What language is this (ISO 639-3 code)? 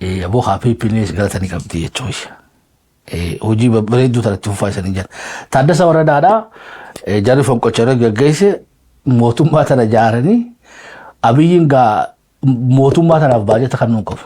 orm